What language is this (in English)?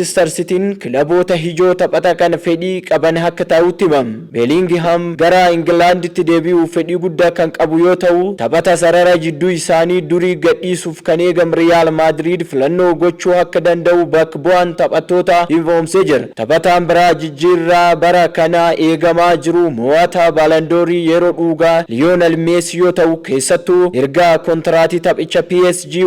Oromo